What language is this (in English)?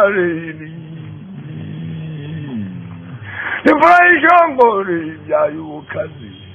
Kinyarwanda